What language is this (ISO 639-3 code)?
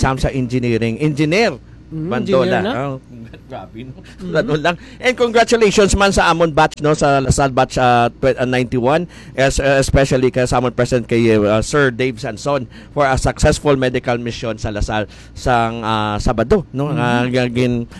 hil